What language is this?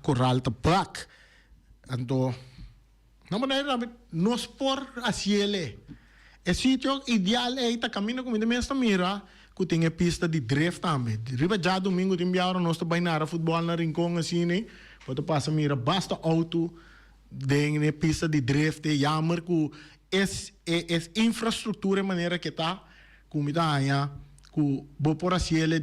Papiamento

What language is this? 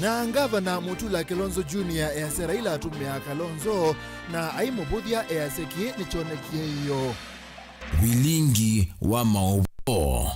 Kamba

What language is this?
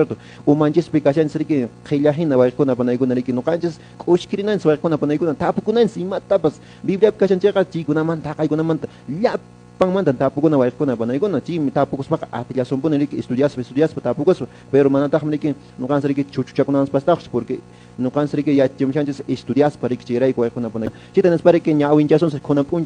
Quechua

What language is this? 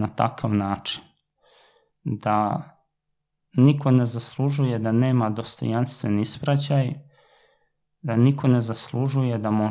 Serbian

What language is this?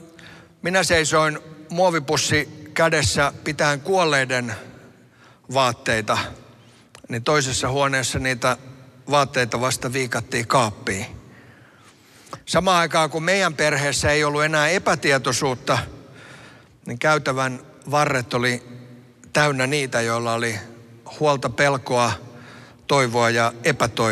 Finnish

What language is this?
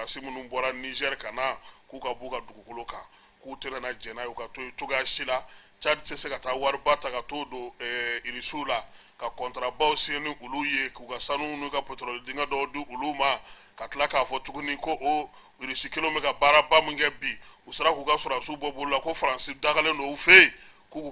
Bambara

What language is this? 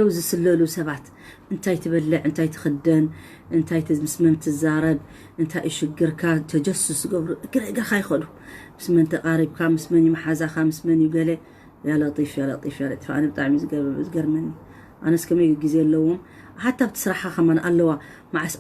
Tigrinya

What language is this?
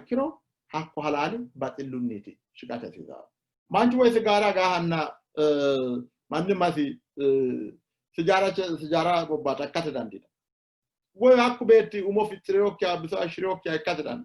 Sidamo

